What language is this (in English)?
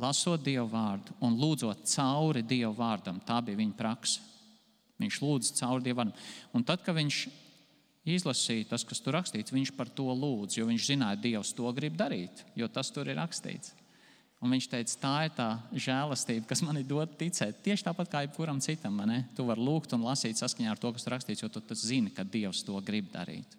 Latvian